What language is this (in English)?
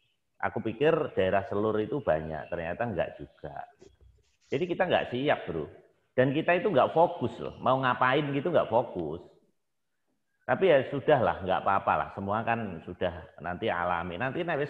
Indonesian